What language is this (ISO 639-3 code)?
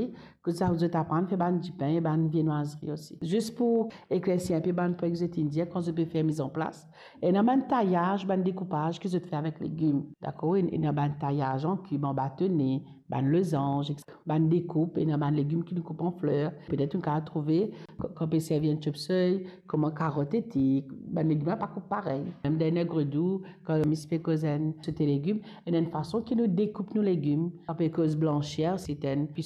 mfe